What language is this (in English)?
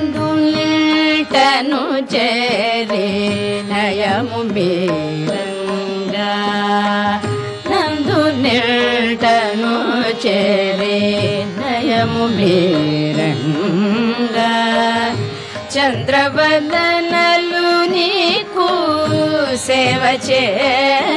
Telugu